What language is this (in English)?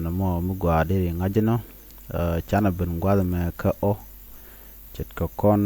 Nuer